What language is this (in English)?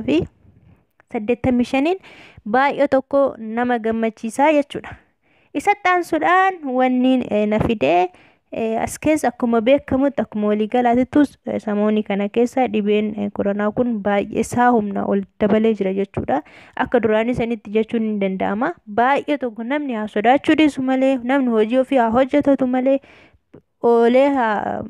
Oromo